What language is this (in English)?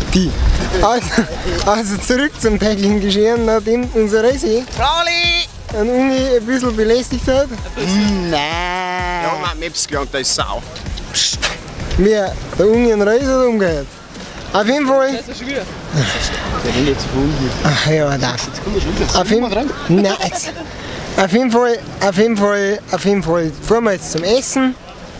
Bavarian